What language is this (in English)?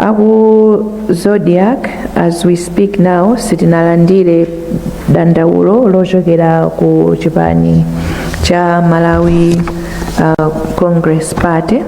Nyanja